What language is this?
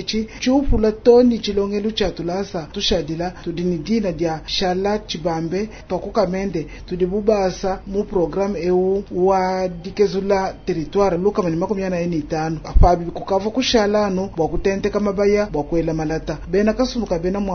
Luba-Lulua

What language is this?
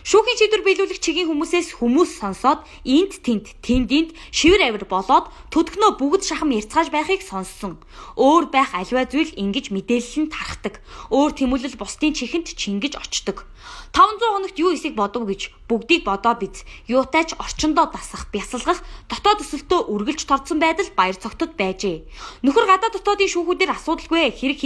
Mongolian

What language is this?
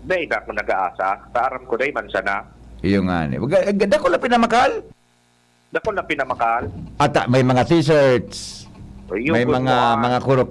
Bikol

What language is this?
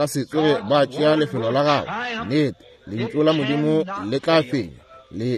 Northern Sotho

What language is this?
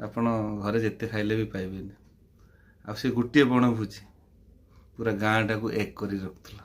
Odia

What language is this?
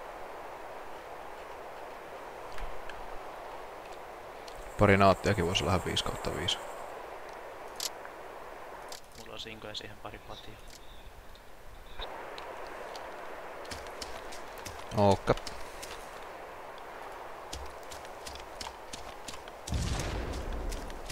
Finnish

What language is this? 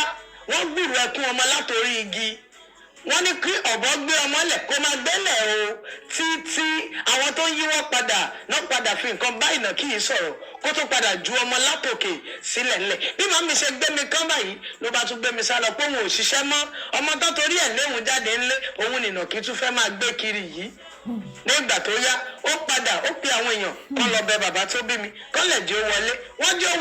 Yoruba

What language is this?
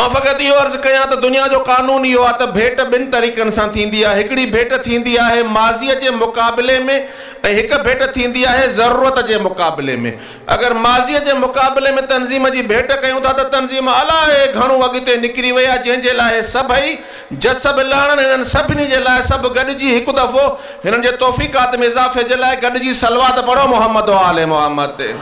Sindhi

